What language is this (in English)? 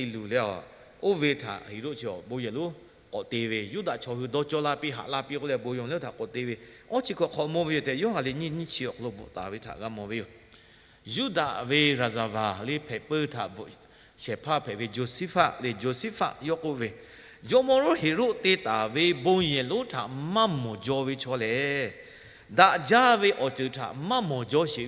Lahu